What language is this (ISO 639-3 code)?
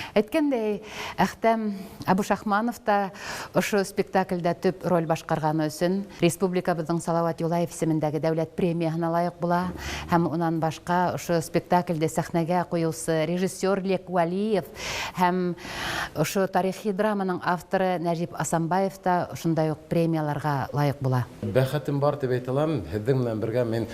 bak